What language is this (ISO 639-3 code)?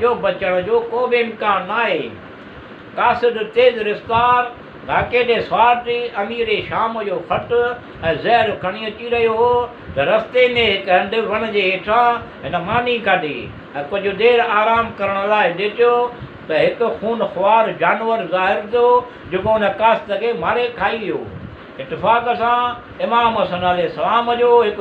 snd